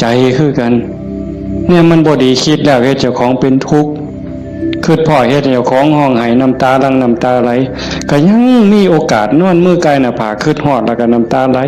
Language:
Northeastern Thai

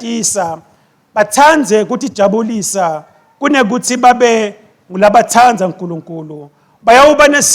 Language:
Swati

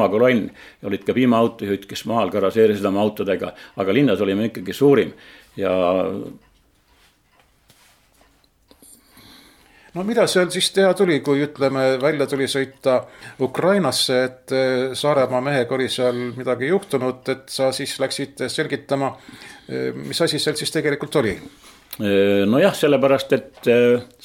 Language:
Estonian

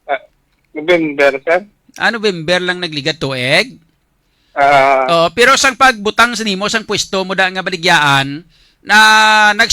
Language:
Hiligaynon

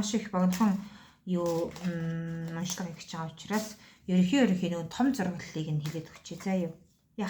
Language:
Mongolian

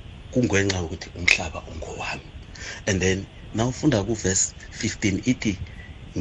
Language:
South Ndebele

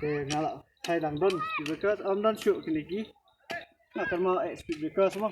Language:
Khasi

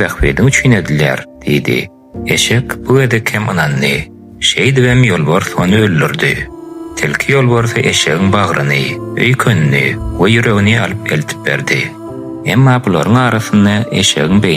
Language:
Turkmen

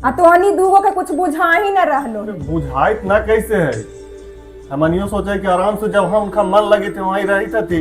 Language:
Magahi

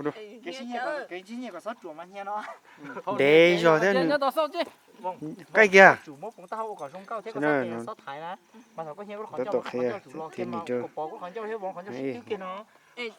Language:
Hmong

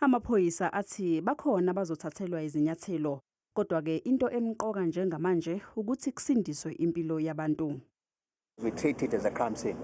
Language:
Zulu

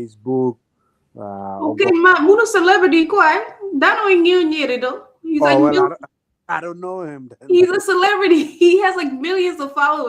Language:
Acoli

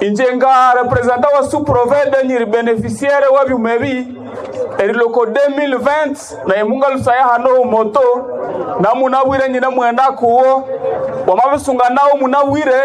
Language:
Nande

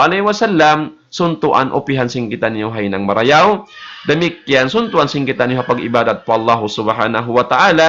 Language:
Tausug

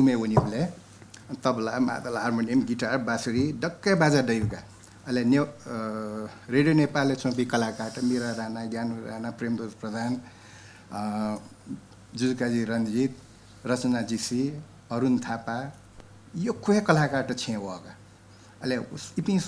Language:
Newari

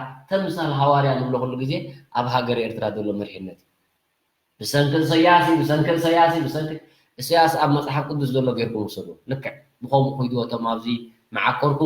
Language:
Tigrinya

